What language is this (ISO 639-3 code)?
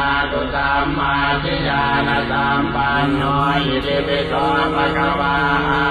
pli